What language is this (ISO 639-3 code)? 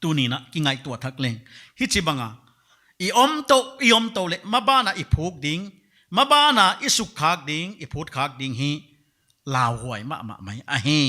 pck